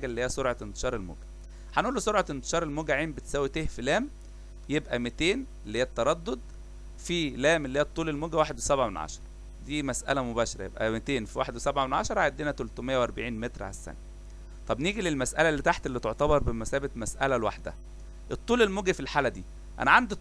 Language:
Egyptian Arabic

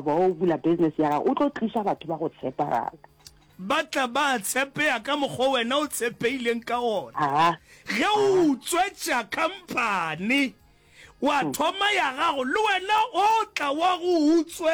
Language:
Northern Sotho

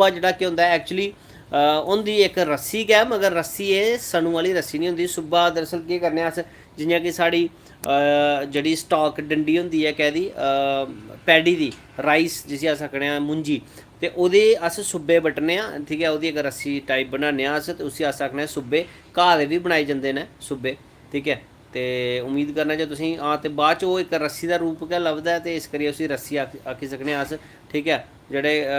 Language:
Dogri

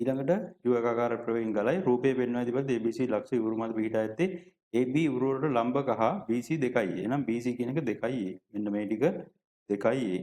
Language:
Sinhala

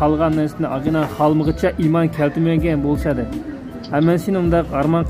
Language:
Uyghur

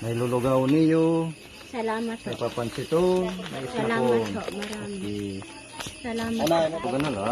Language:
Waray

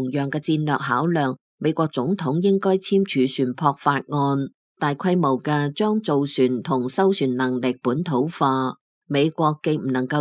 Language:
Cantonese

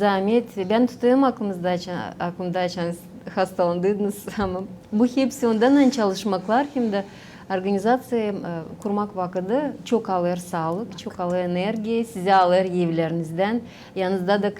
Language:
Gagauz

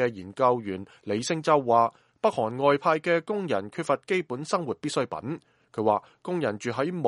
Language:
Cantonese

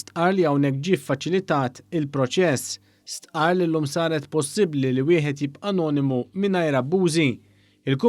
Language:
Maltese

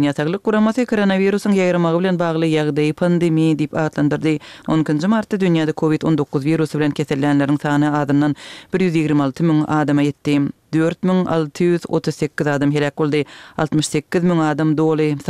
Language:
Turkmen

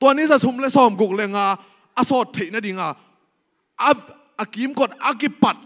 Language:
Tedim Chin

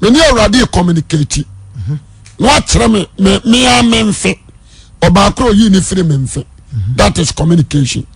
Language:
Akan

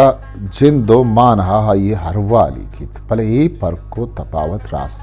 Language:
Eastern Balochi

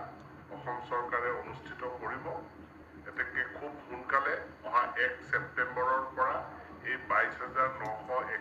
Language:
Assamese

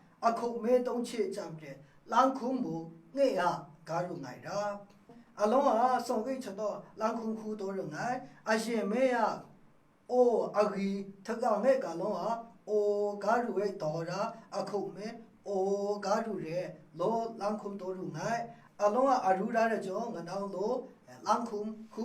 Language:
Maru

